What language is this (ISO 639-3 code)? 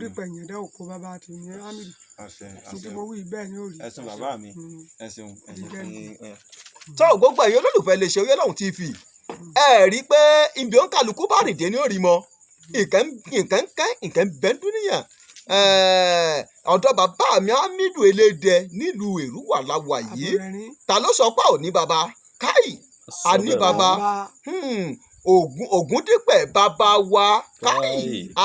yor